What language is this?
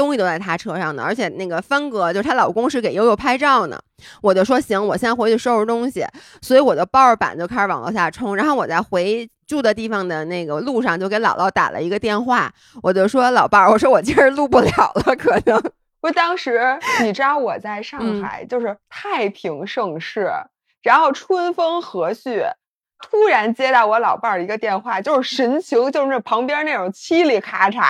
Chinese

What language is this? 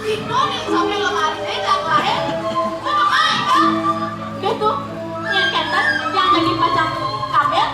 Balinese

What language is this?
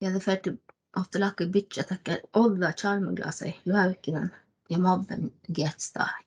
Northern Sami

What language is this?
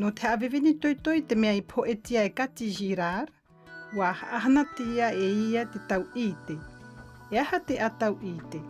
South Marquesan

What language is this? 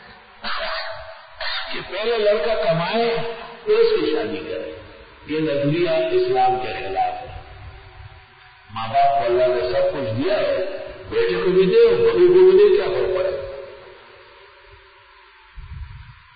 Urdu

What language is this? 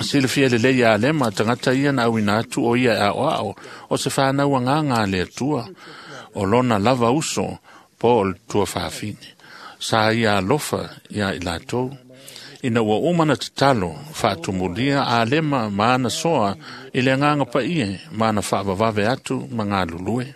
Samoan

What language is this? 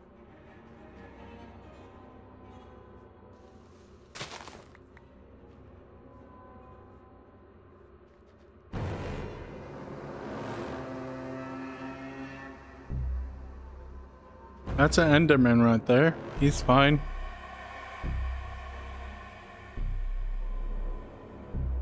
English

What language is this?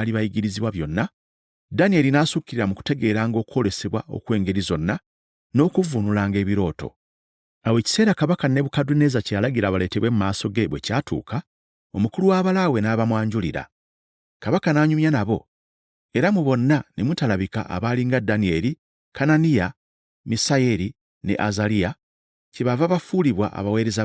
Ganda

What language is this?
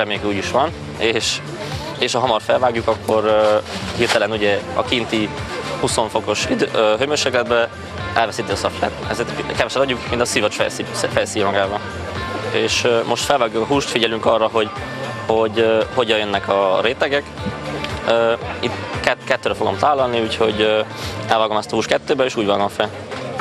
Hungarian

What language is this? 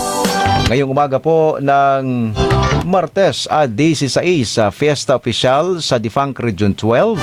Filipino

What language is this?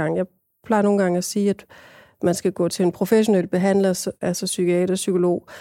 Danish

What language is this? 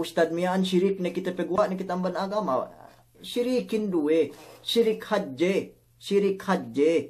Yakan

